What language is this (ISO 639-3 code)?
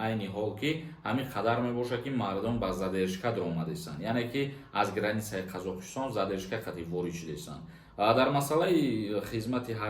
tgk